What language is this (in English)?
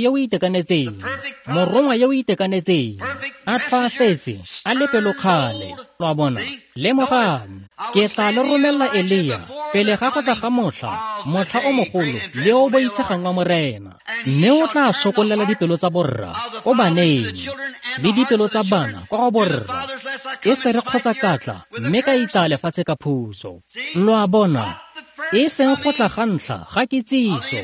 Tswana